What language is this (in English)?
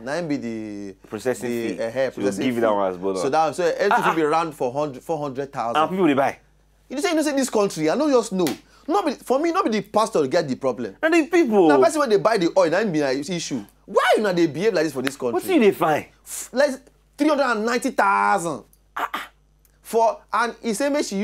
Nigerian Pidgin